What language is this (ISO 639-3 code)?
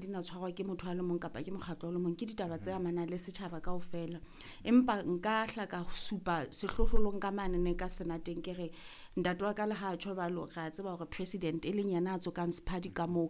sot